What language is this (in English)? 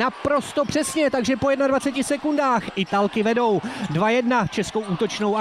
Czech